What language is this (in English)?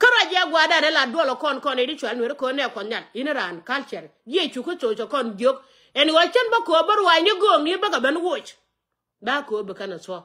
Nuer